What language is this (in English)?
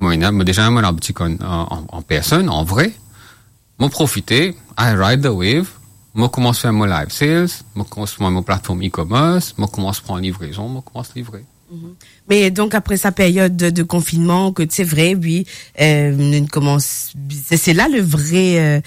Morisyen